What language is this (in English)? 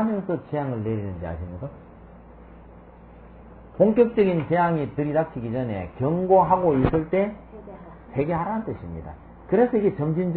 Korean